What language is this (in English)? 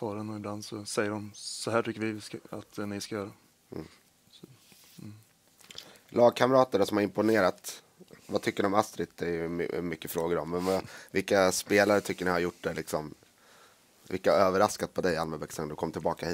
Swedish